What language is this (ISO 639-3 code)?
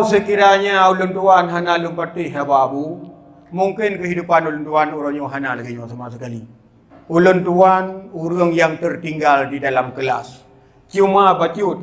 ace